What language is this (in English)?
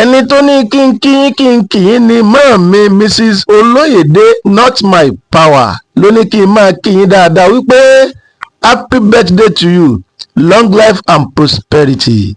Yoruba